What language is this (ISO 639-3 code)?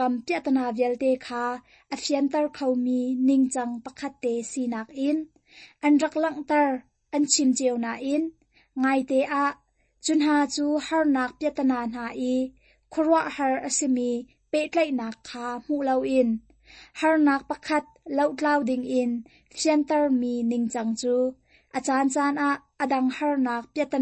cnh